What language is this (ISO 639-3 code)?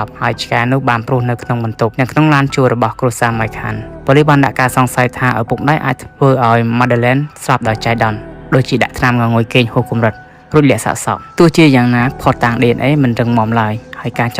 khm